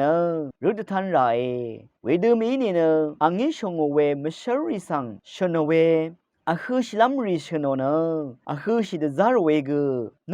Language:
Rawang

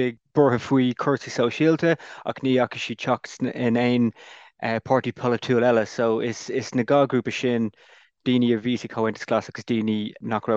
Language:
Irish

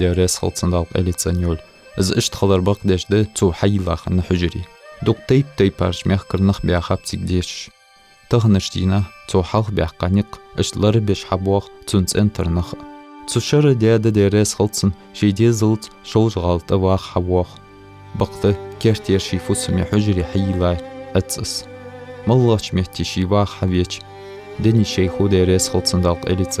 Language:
Ingush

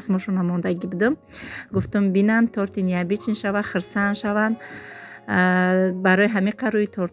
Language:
Tajik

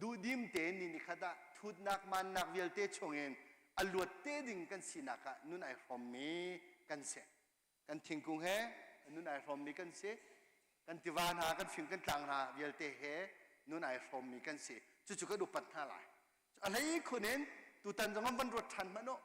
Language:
Hakha Chin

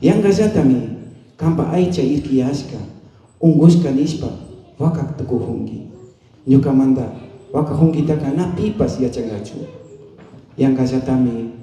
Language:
Imbabura Highland Quichua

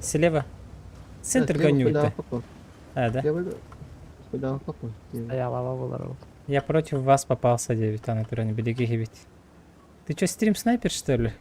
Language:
Yakut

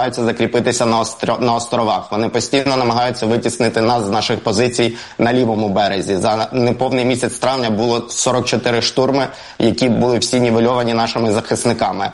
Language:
Ukrainian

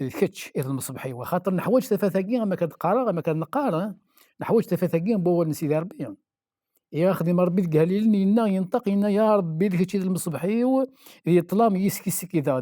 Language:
Kabyle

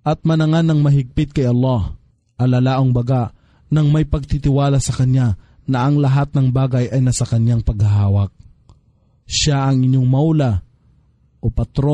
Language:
Filipino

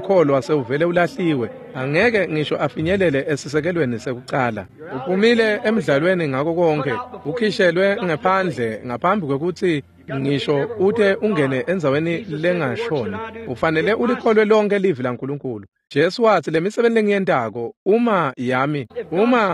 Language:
Swati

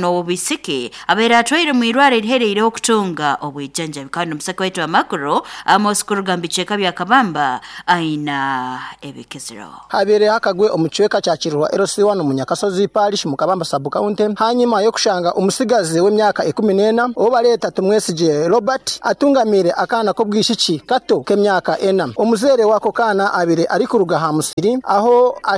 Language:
Nyoro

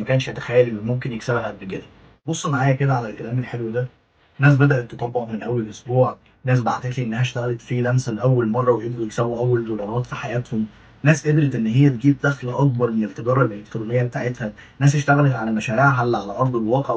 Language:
Egyptian Arabic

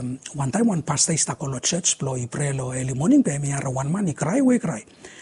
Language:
Bislama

